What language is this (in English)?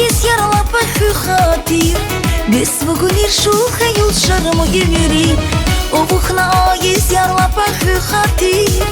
Tabassaran